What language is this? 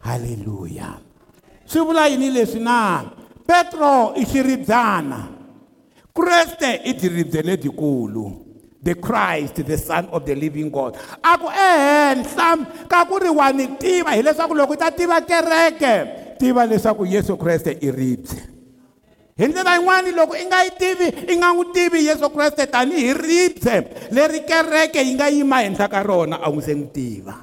Tsonga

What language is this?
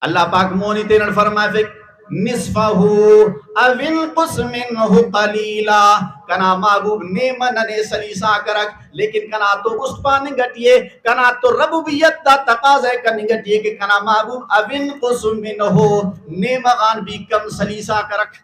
Brahui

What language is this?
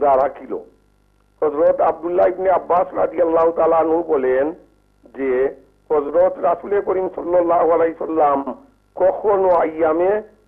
Bangla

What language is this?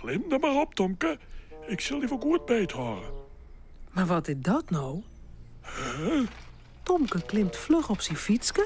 Western Frisian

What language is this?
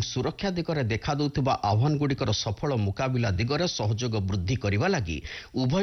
Odia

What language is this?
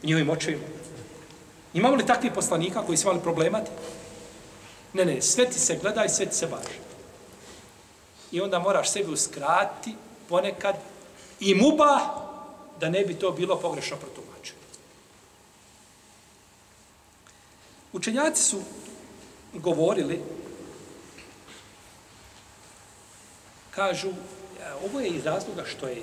Bosnian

